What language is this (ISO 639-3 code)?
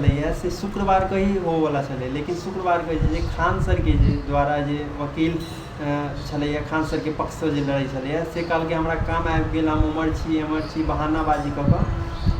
mai